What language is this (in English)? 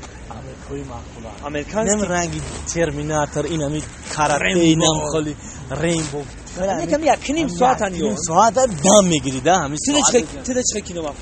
Tajik